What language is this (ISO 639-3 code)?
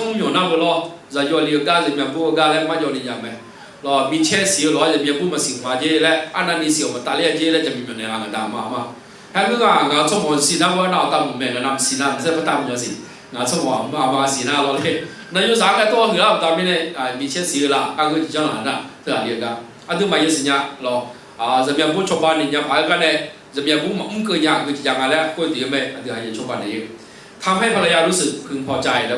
ahk